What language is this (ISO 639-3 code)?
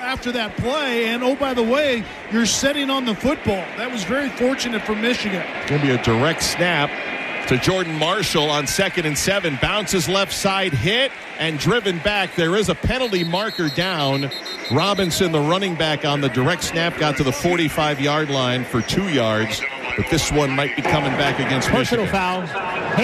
eng